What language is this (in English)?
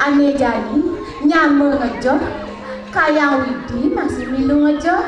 Balinese